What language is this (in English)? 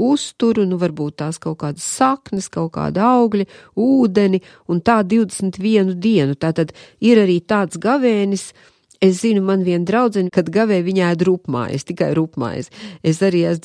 Latvian